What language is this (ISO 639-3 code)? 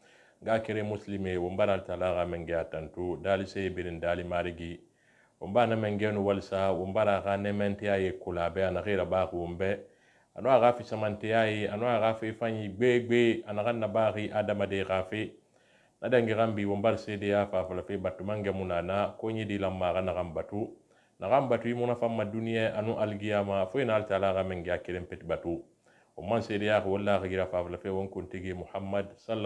sus